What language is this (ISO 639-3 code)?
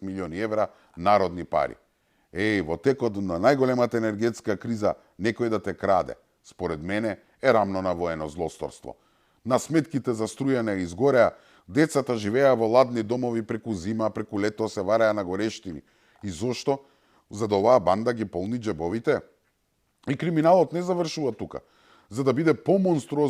mkd